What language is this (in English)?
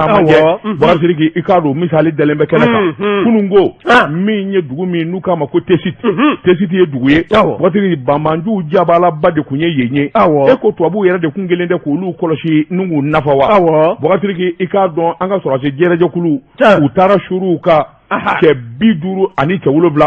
Bambara